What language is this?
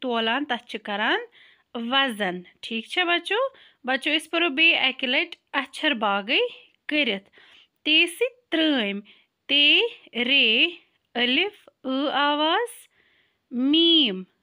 Kashmiri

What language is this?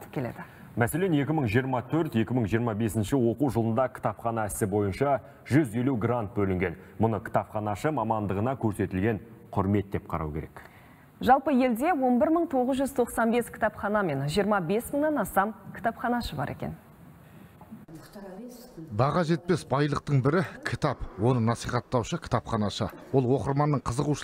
Kazakh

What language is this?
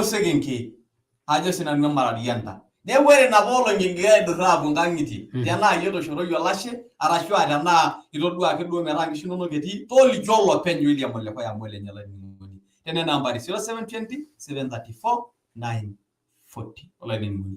Masai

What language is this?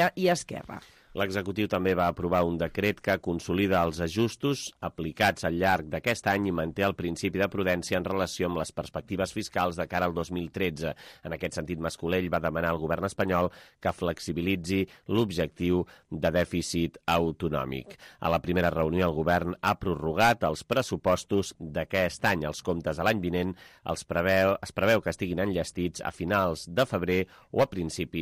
Catalan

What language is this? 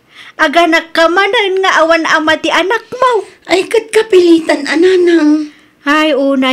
Iloko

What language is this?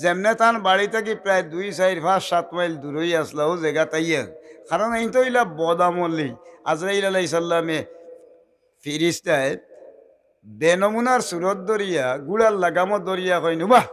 Sylheti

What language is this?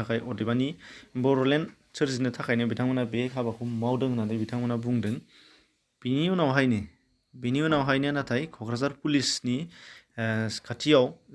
Bodo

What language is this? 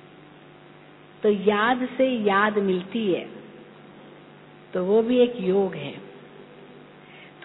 Hindi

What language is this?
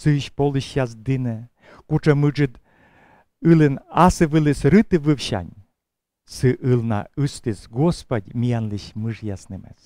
Komi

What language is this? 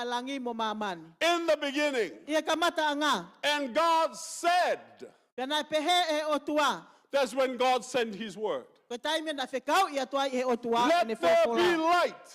Tongan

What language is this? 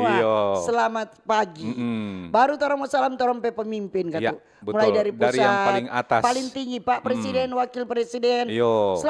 Manado Malay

